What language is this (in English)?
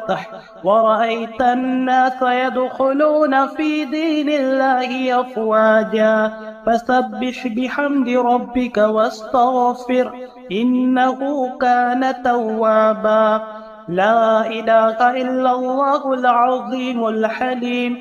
Arabic